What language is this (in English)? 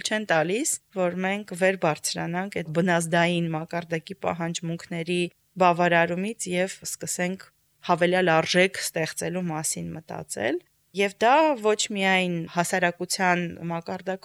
Armenian